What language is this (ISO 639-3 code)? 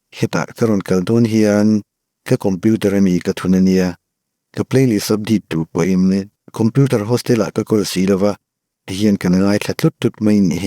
lus